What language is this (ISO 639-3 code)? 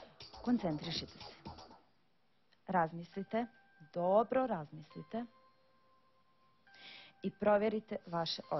hrv